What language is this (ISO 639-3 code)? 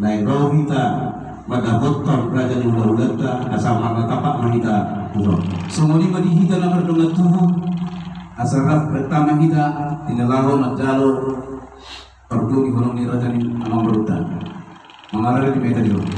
bbc